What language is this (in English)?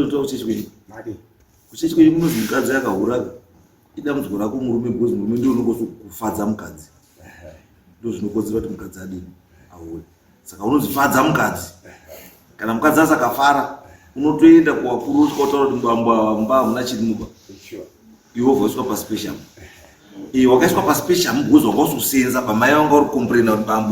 Shona